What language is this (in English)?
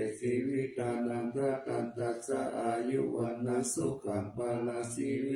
Pali